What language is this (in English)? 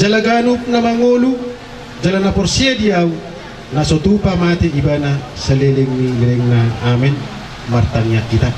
Batak Toba